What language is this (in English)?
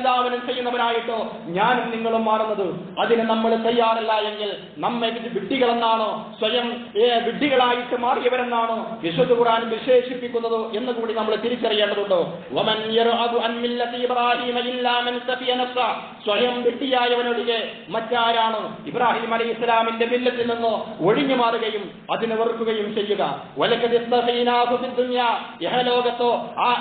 Malayalam